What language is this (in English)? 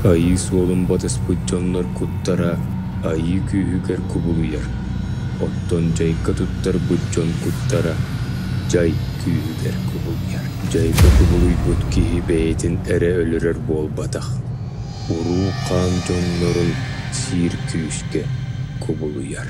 Yakut